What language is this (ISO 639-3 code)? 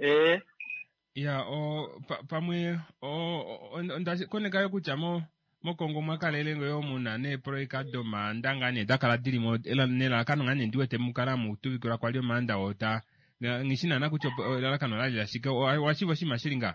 kua